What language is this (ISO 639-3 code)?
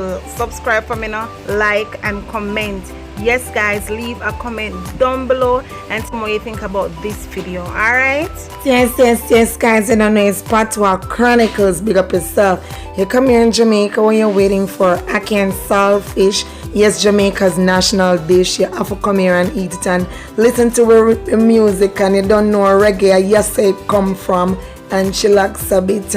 jam